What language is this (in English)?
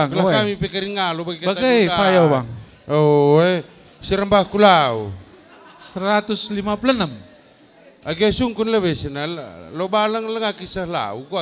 Batak Karo